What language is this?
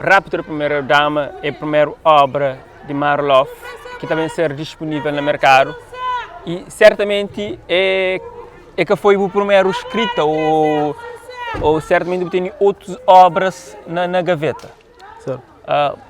Kabuverdianu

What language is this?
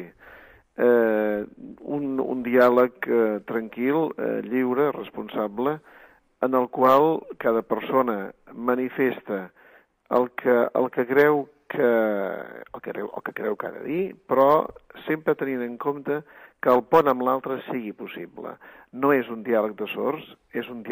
Catalan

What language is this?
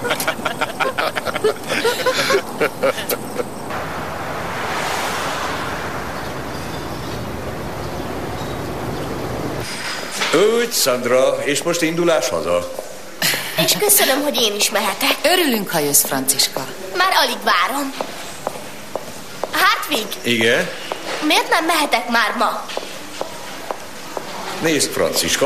Hungarian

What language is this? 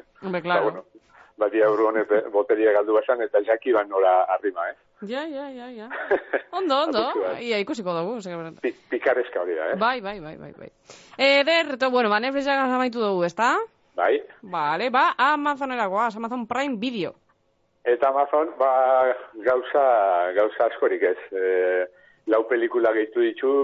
Basque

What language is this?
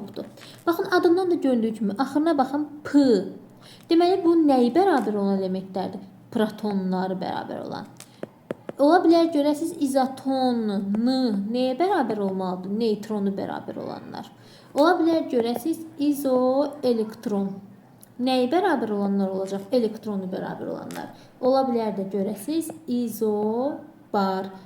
Azerbaijani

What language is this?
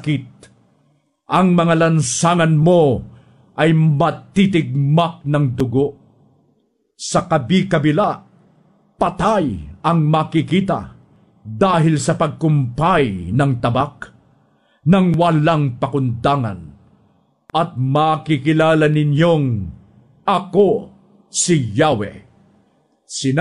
Filipino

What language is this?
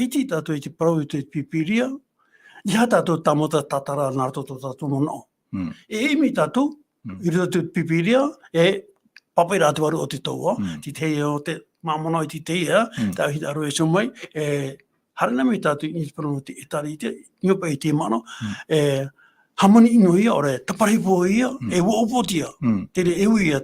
Tahitian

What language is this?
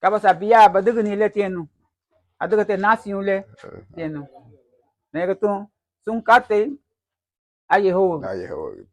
Garifuna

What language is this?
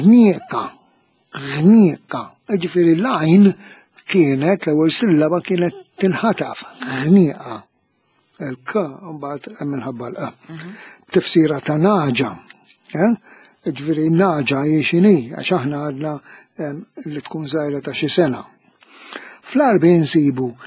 Maltese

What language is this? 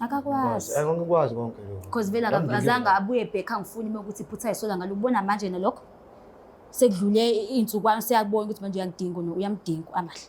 Zulu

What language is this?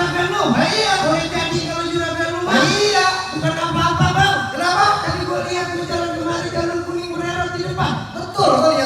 Betawi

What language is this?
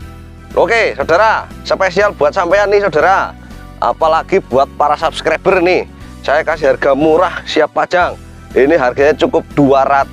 Indonesian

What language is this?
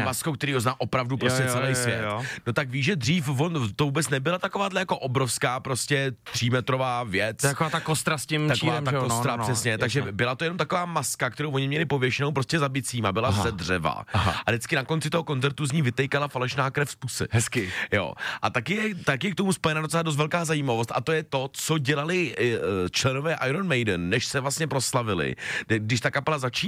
Czech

